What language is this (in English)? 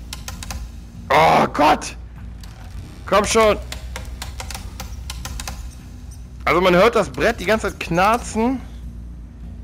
German